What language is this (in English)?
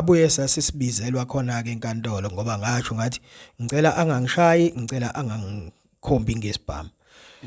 Zulu